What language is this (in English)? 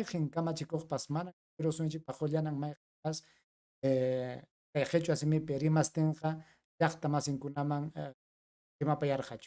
Ayacucho Quechua